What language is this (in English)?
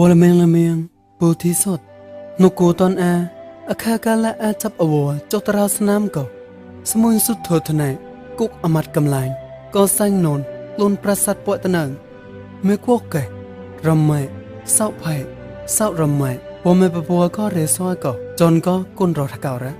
Mon